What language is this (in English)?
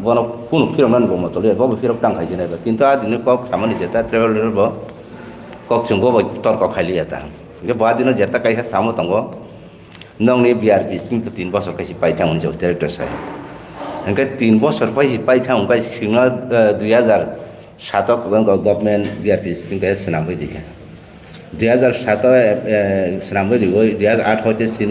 Riang (India)